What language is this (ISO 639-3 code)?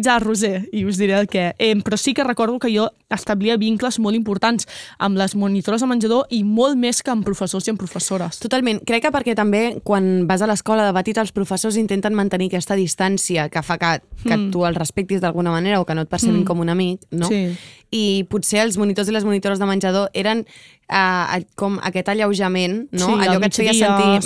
cat